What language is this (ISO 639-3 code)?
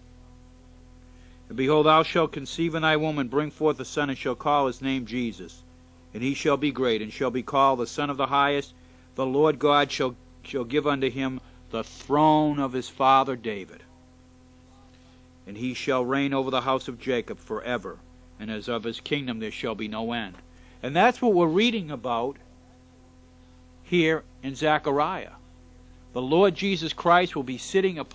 eng